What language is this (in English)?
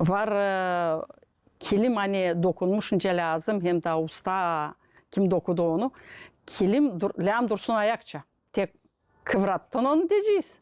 Gagauz